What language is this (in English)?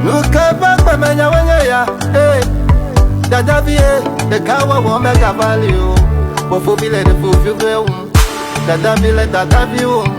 Ewe